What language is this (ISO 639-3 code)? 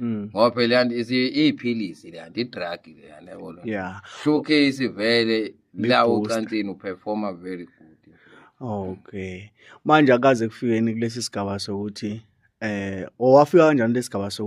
zul